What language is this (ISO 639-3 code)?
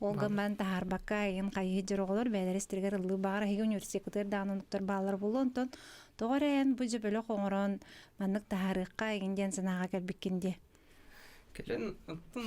sah